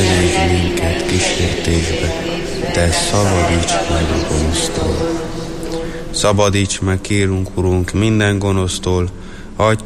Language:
Hungarian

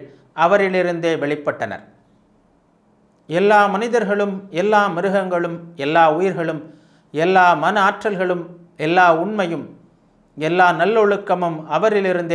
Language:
Tamil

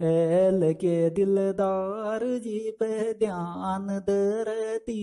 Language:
Sanskrit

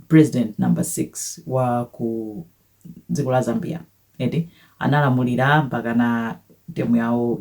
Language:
Nyanja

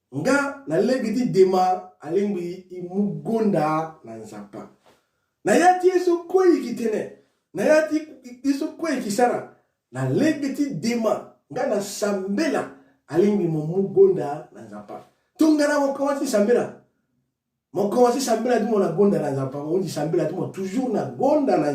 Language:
Sango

